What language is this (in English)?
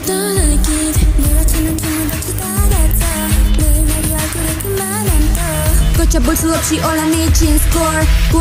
Korean